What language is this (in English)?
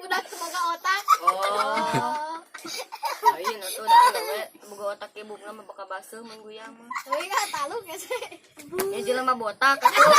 Sundanese